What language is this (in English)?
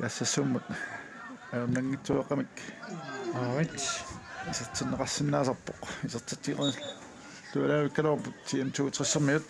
Kalaallisut